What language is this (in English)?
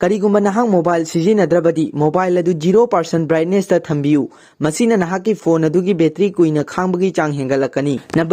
Manipuri